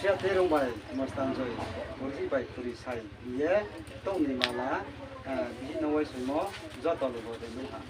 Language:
Riang (India)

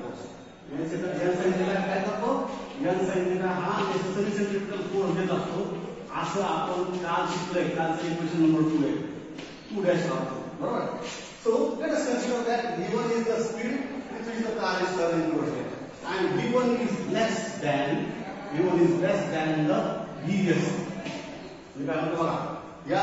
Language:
Marathi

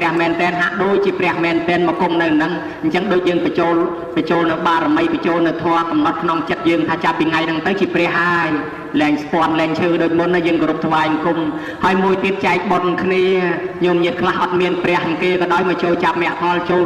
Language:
Khmer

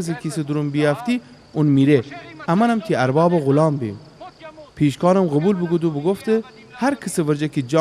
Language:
Gilaki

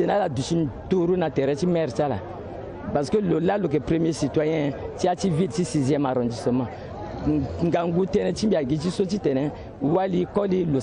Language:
Sango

